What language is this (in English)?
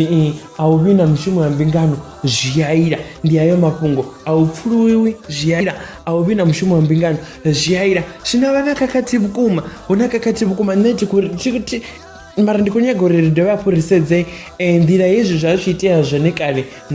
Venda